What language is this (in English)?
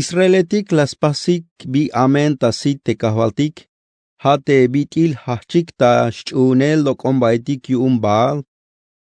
Tzeltal